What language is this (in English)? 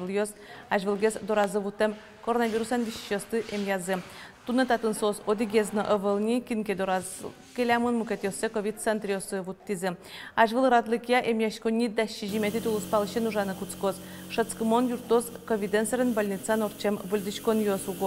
Udmurt